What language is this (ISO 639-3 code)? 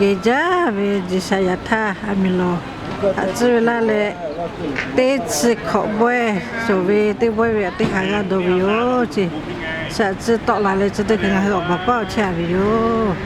lhu